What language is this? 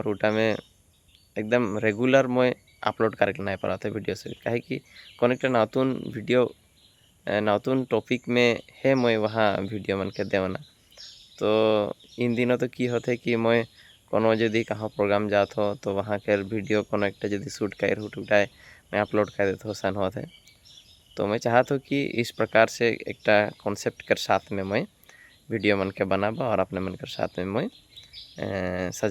Sadri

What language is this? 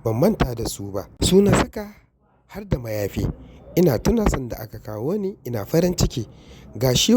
Hausa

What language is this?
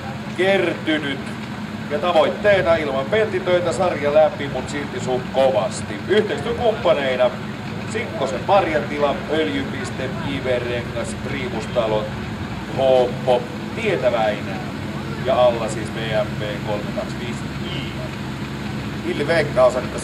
Finnish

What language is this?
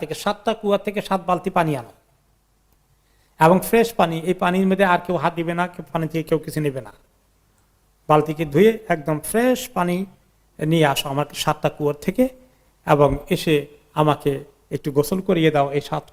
Bangla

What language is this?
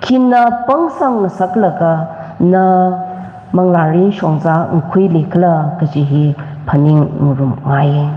Tangkhul Naga (India)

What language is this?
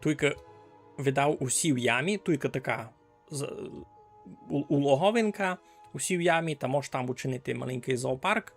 Rusyn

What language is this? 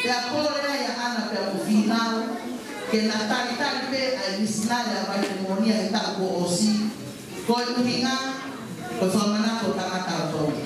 Tongan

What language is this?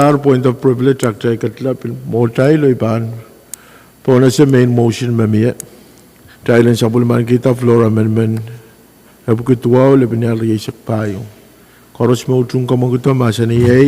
Pohnpeian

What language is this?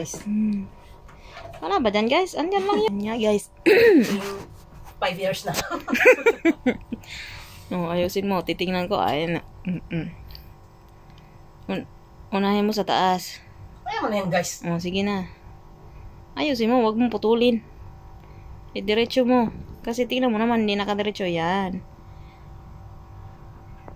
Filipino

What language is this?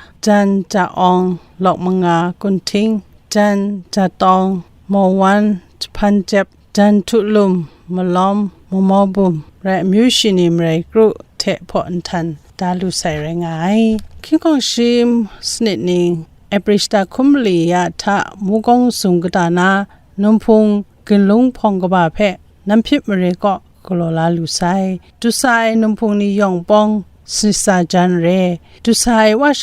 Kachin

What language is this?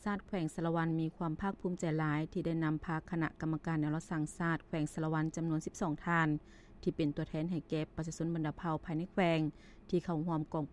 Lao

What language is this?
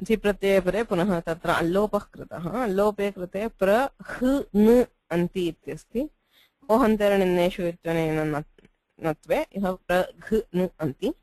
Sanskrit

